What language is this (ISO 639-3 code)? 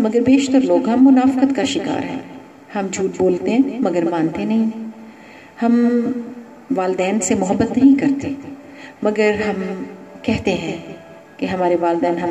urd